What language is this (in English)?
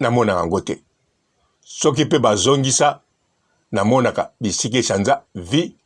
Lingala